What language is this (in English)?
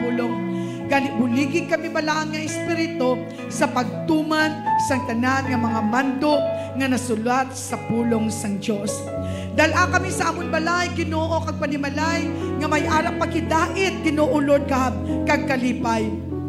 Hiligaynon